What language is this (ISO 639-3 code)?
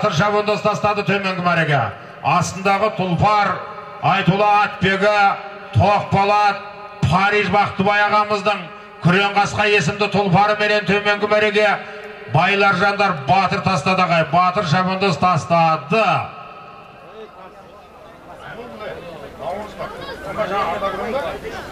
kaz